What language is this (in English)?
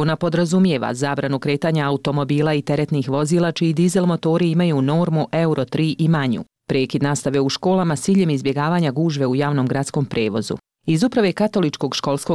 Bosnian